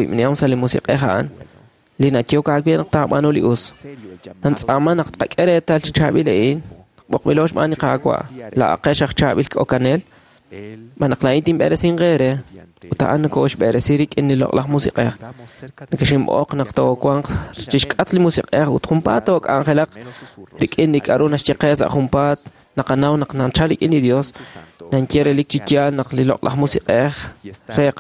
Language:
Kekchí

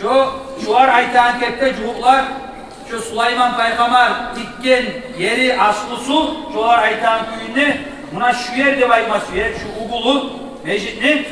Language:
Kumyk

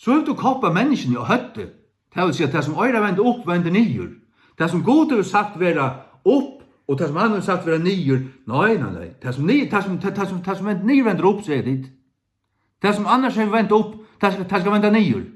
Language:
Faroese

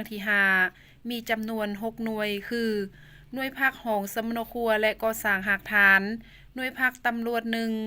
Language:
Lao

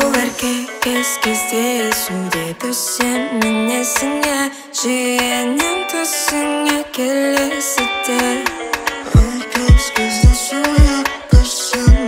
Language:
Kazakh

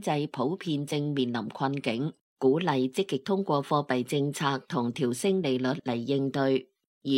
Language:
Cantonese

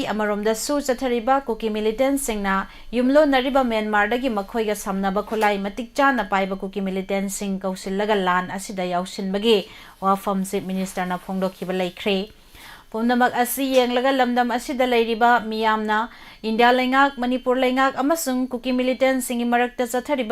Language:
Manipuri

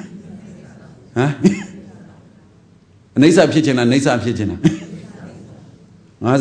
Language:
Burmese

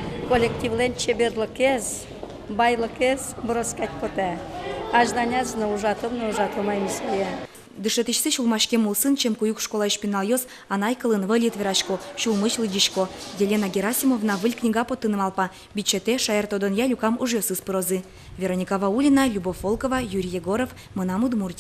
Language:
Udmurt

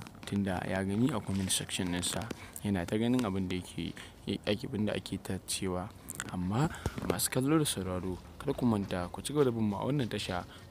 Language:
Hausa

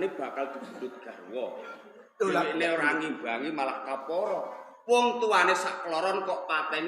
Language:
Javanese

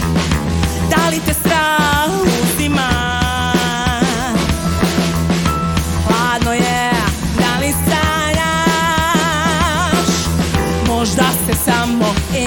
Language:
Serbian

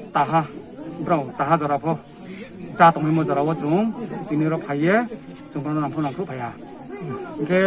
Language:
Riang (India)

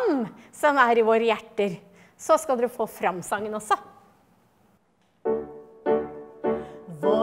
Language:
Norwegian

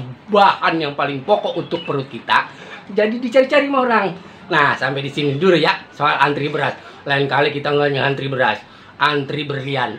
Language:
Betawi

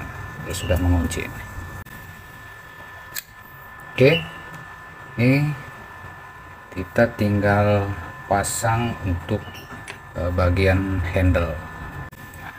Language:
Indonesian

